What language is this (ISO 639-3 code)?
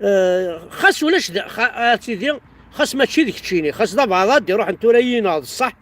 kab